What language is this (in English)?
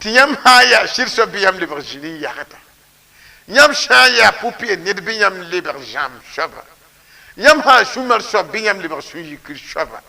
Mossi